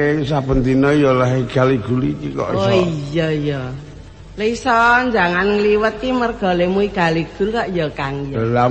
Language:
Javanese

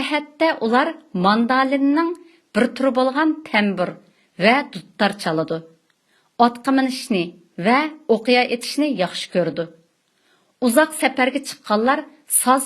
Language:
Uyghur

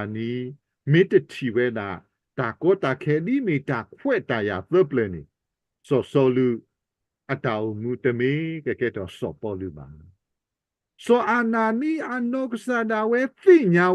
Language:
S'gaw Karen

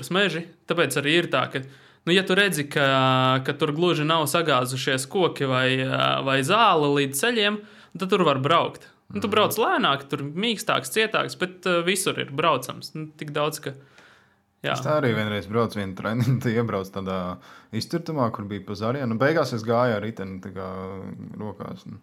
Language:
Latvian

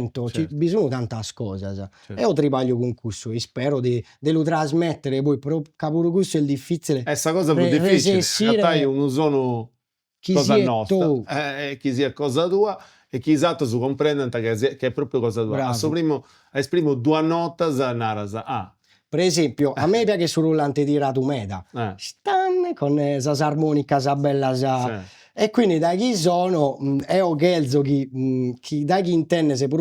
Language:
Sardinian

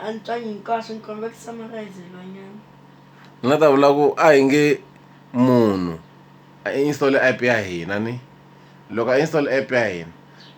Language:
Tsonga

